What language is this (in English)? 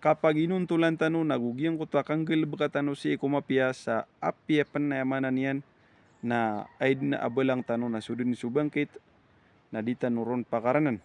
Maranao